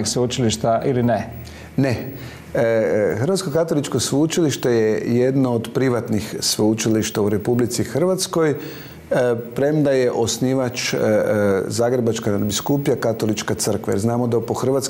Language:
Croatian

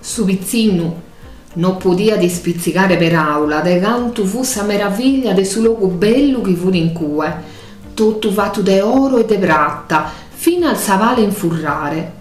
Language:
Sardinian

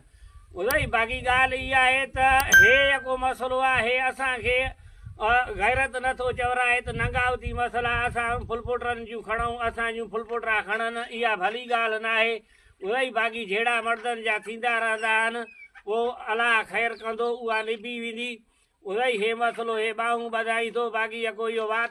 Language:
Sindhi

